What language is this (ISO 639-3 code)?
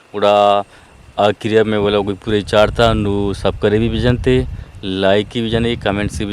bgp